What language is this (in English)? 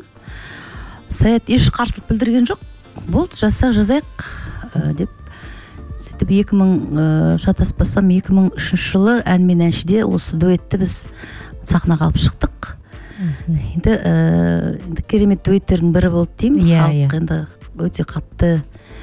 Kazakh